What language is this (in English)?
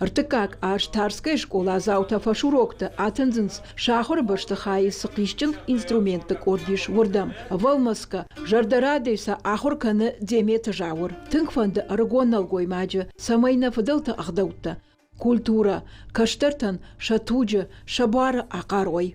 Ossetic